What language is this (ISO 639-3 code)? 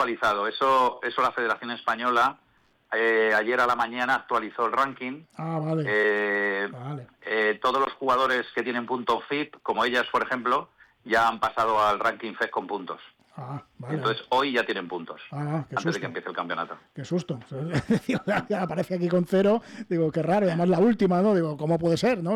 spa